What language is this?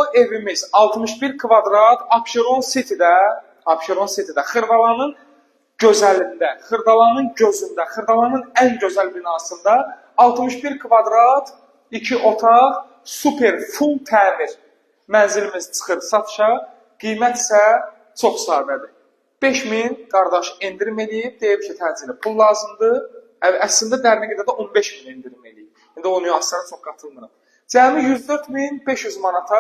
Azerbaijani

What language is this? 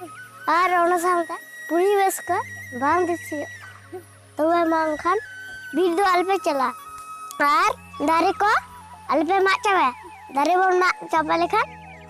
Santali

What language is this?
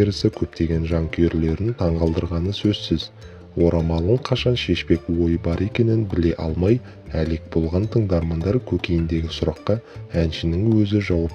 Kazakh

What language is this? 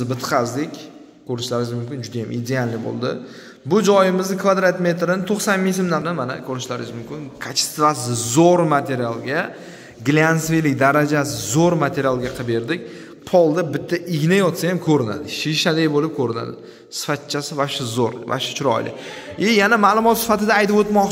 Uzbek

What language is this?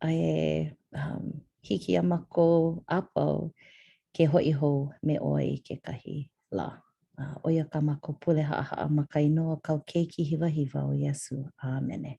Hawaiian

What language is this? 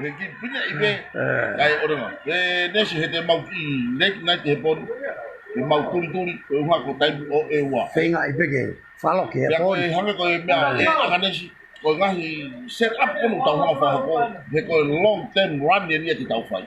Tongan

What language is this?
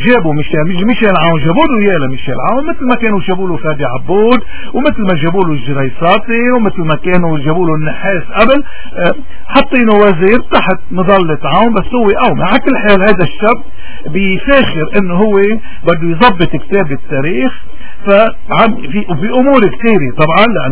North Levantine Arabic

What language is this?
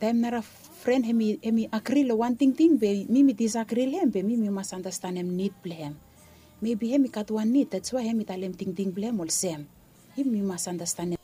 Bislama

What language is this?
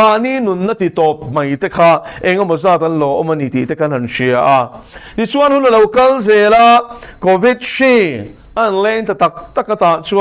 Mizo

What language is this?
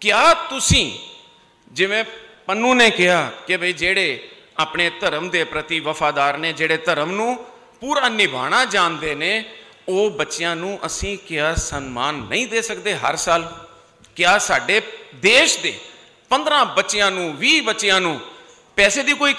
Punjabi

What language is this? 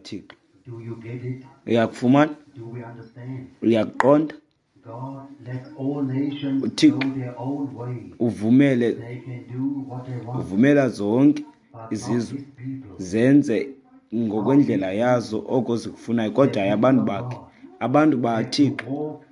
Xhosa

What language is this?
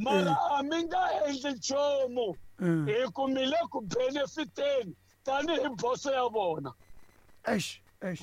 Tsonga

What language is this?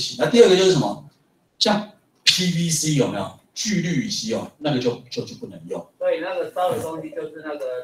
Chinese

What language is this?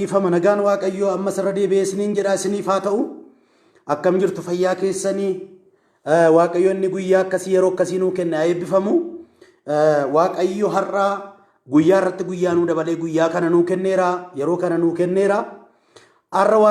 Oromo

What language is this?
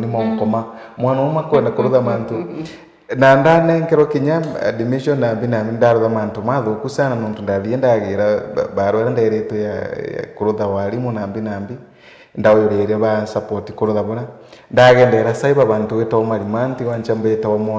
Meru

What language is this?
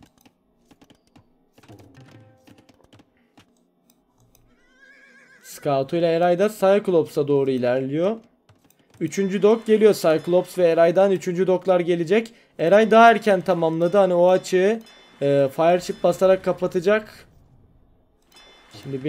Turkish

